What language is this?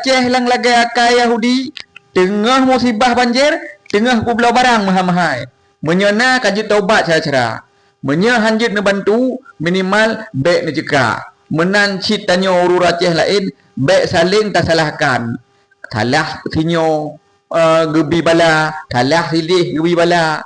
Achinese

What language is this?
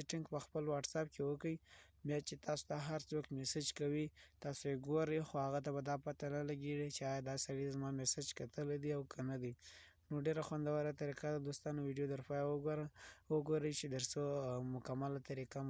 Pashto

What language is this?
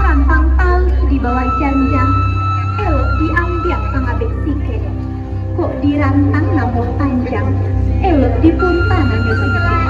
Minangkabau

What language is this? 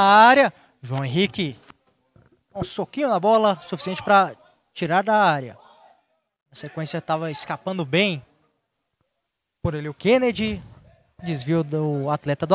Portuguese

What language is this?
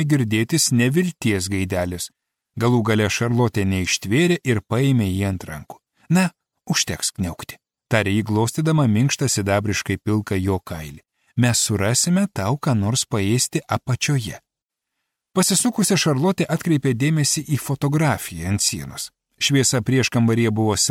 Lithuanian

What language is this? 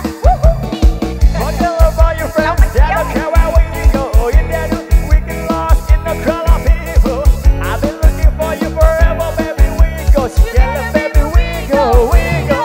Thai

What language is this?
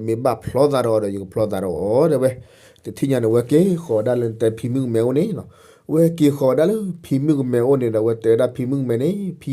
S'gaw Karen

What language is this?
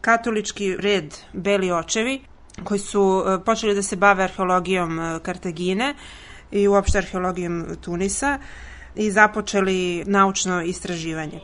Serbian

